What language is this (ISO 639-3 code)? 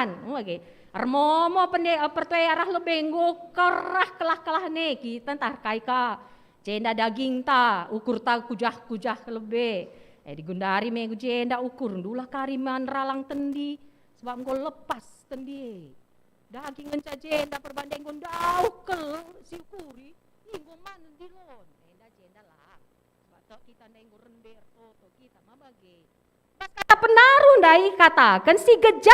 btx